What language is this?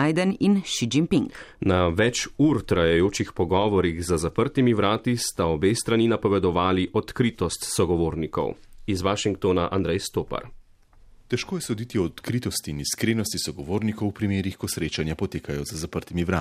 Slovenian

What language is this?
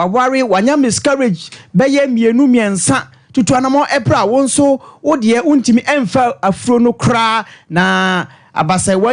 Akan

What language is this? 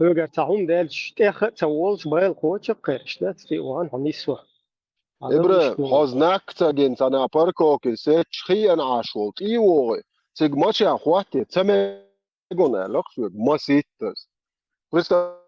Chechen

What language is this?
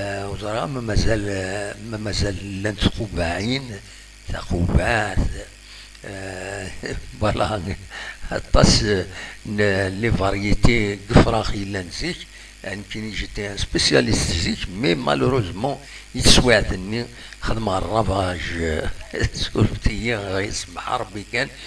Kabyle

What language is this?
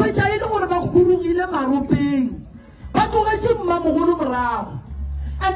Northern Sotho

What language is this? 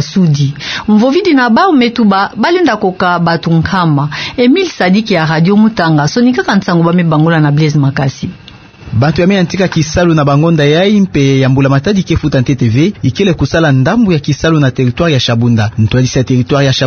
Kituba (Democratic Republic of Congo)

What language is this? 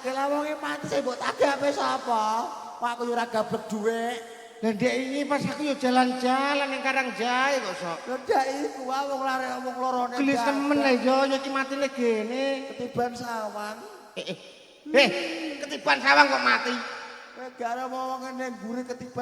Javanese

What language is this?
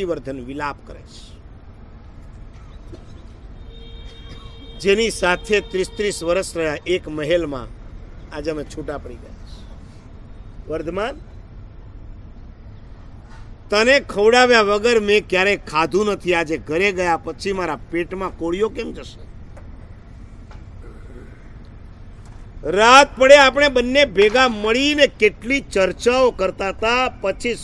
Gujarati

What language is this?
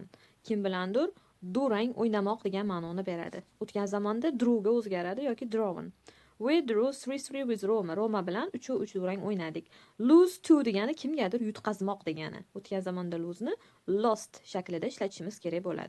Uzbek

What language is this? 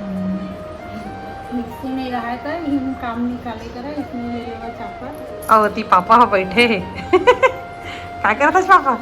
Chhattisgarhi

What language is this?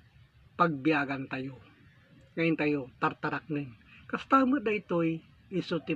Iloko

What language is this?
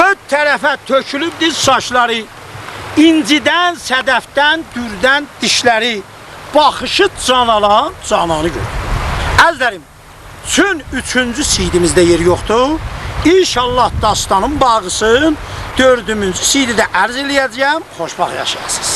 South Azerbaijani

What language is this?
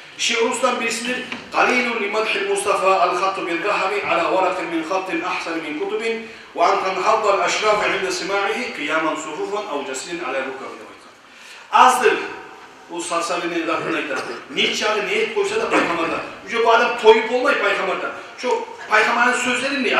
Kumyk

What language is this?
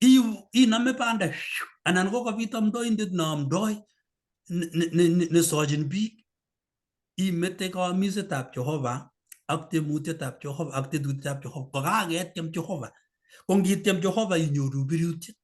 Kalenjin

